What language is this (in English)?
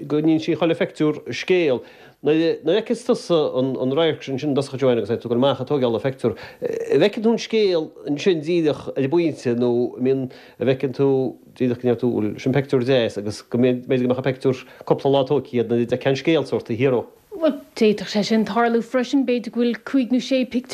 Irish